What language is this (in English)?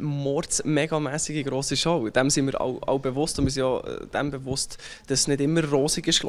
Romansh